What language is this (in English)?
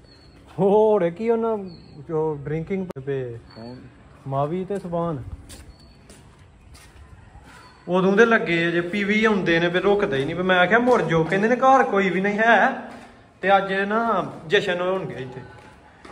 Punjabi